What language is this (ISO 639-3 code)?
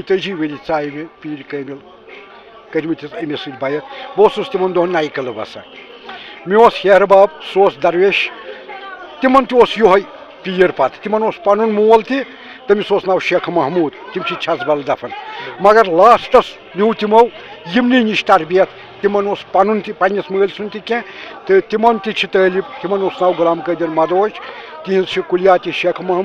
kas